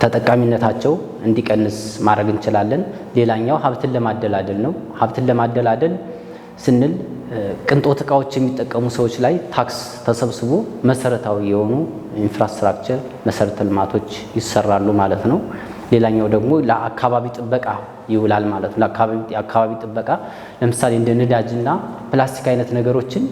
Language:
Amharic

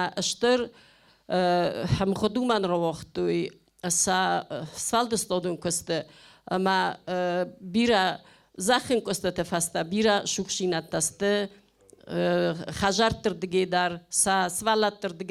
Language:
Ossetic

